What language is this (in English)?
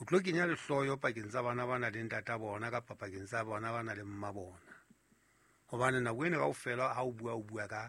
Southern Sotho